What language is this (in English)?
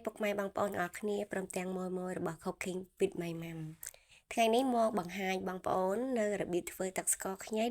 Khmer